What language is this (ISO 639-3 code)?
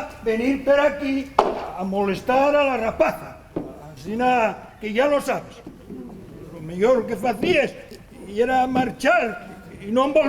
ast